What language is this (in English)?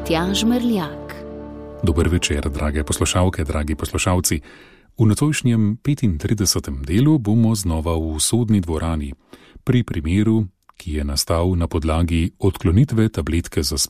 Slovenian